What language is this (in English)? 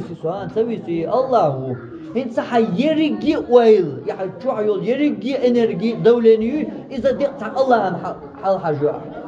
Chechen